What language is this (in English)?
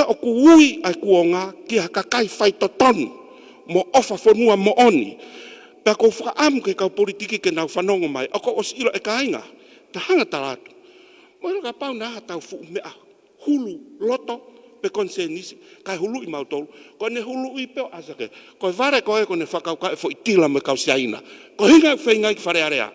Tongan